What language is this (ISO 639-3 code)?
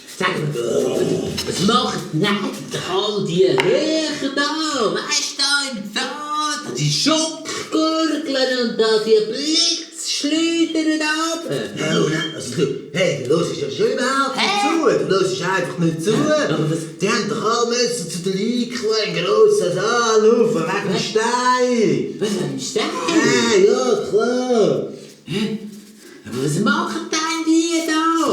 gsw